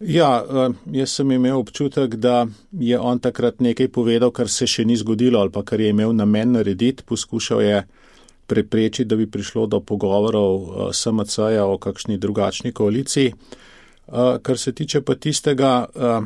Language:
Slovenian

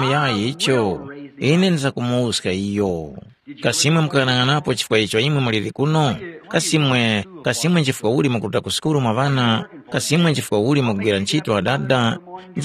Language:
Tumbuka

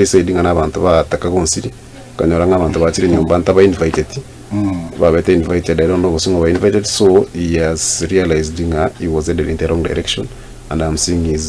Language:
Gusii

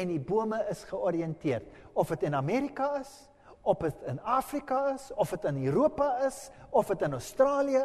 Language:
Afrikaans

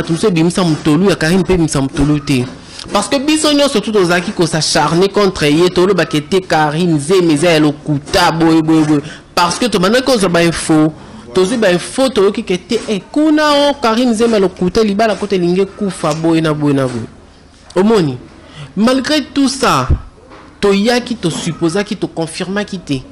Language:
Lingala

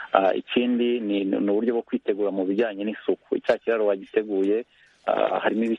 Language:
Kinyarwanda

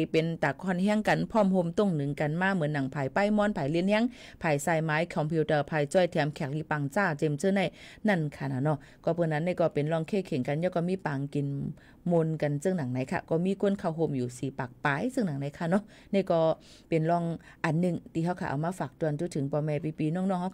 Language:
Shan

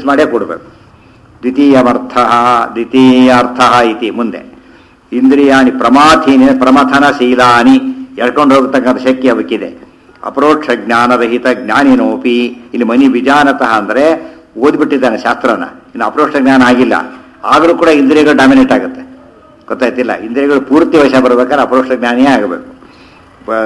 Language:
Kannada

